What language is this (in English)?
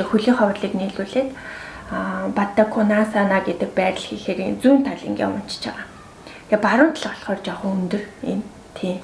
Mongolian